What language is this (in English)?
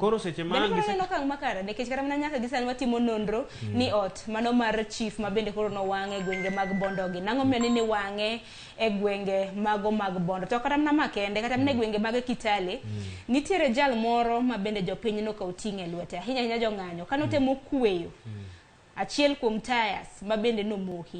Luo (Kenya and Tanzania)